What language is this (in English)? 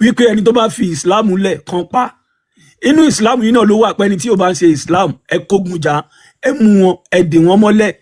Yoruba